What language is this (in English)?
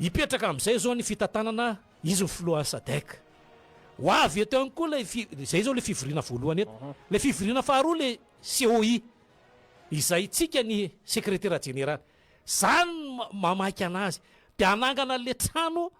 Malagasy